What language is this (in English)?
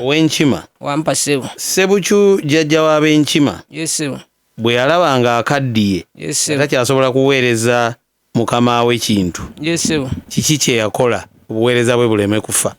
Ganda